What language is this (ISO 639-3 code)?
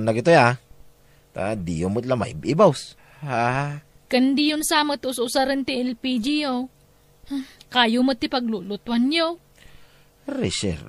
ilo